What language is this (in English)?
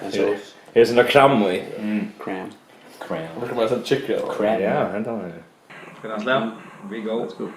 Faroese